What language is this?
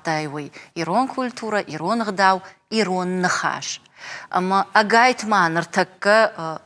Ossetic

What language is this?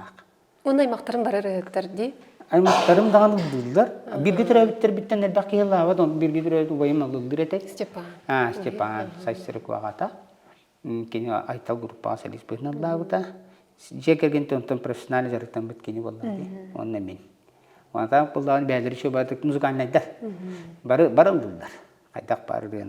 Yakut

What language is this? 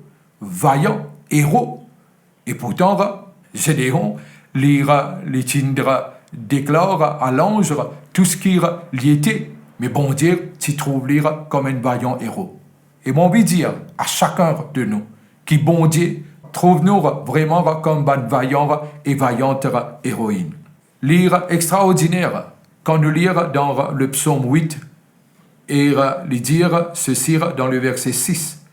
Morisyen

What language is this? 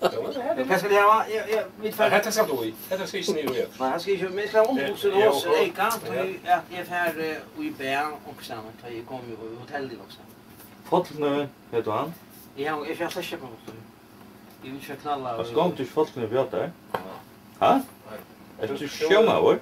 Faroese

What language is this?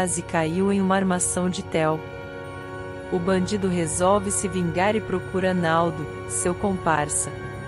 Portuguese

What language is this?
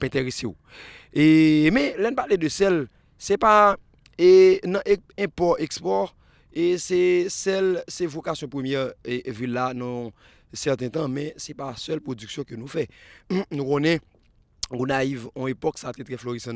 Haitian Creole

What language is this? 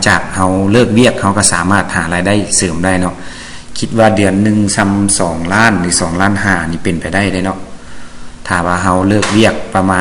Lao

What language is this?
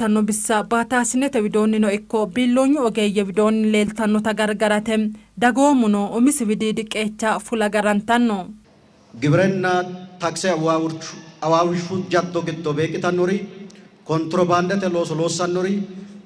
Sidamo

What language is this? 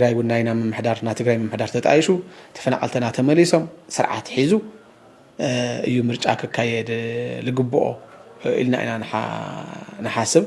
Tigrinya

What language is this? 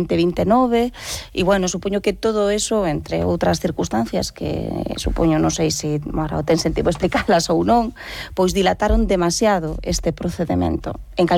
Galician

